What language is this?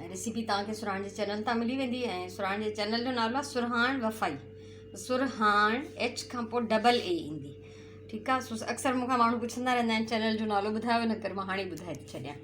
Sindhi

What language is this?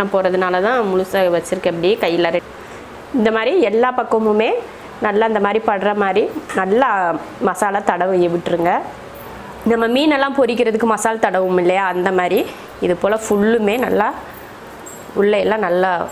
Tamil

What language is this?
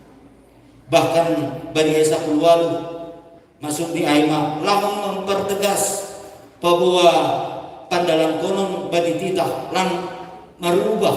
Batak Simalungun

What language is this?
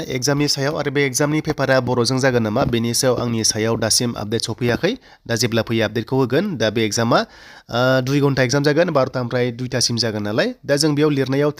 Bodo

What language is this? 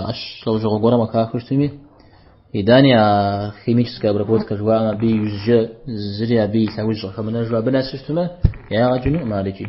Kabardian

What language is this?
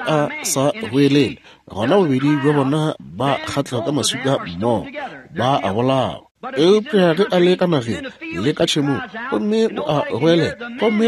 Northern Sotho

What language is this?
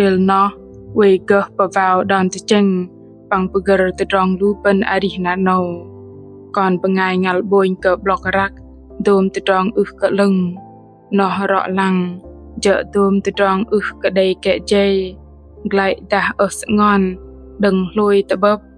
Bahnar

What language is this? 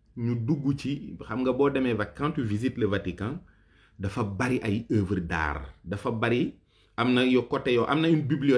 Wolof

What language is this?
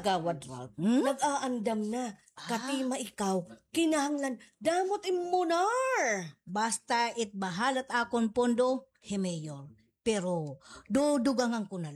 Waray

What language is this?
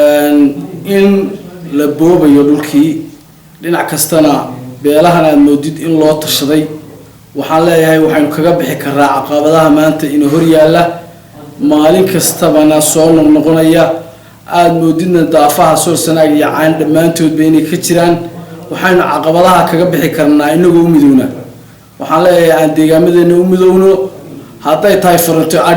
Somali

